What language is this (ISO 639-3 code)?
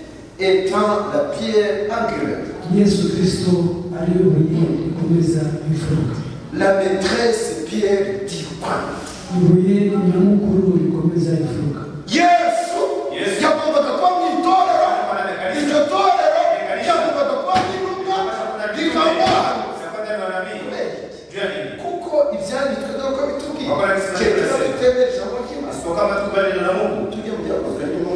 kin